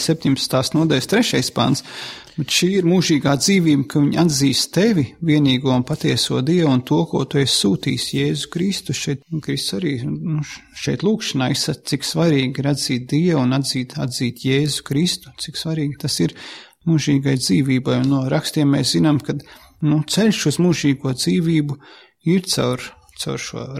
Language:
Latvian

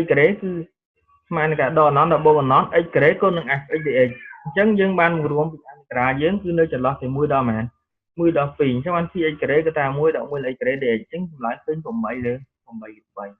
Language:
Khmer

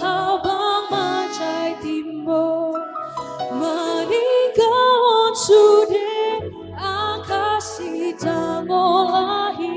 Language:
Batak Toba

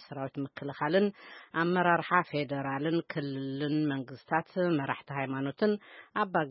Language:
Tigrinya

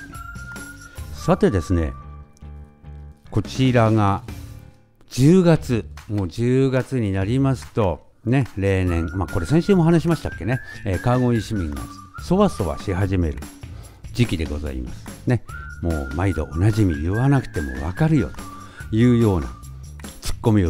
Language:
Japanese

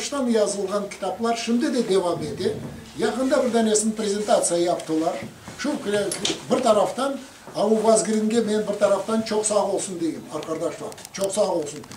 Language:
Crimean Tatar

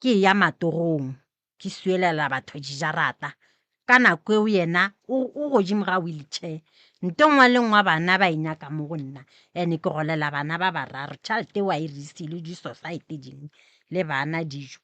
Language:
Northern Sotho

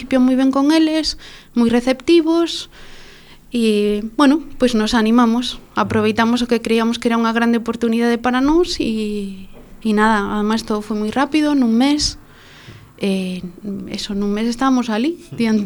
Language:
Galician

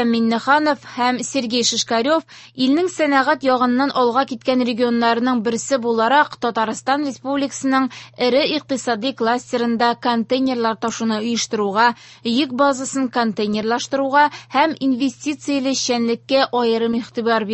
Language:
Tatar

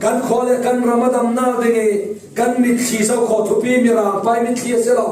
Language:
Falam Chin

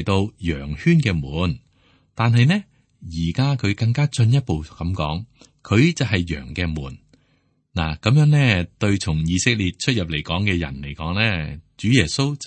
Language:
Cantonese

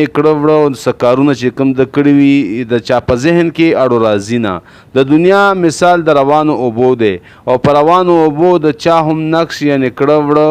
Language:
Pashto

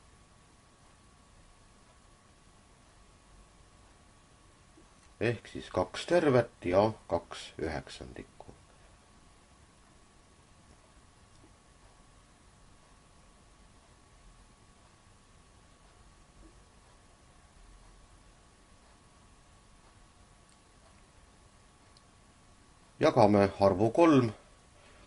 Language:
Estonian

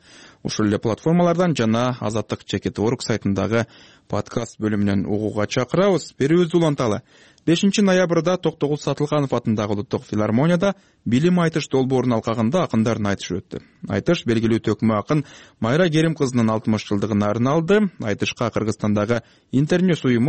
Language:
Kyrgyz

